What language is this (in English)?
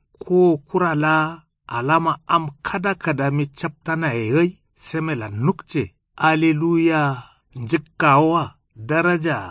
Kanuri